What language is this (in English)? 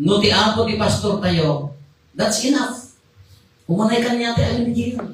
Iloko